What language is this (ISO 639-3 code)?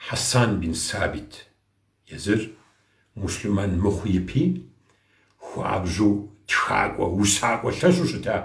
kbd